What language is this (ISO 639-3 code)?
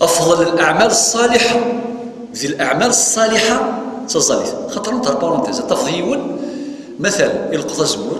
kab